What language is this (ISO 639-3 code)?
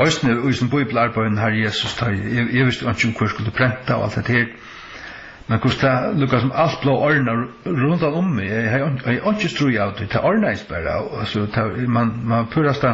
fao